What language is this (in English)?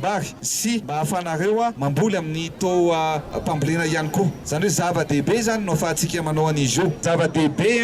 Malagasy